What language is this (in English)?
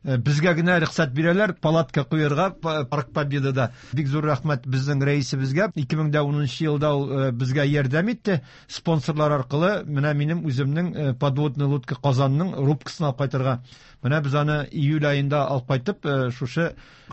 Tatar